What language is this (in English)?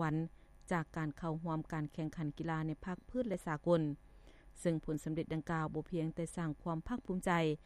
Lao